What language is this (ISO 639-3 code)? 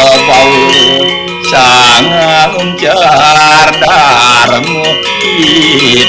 ban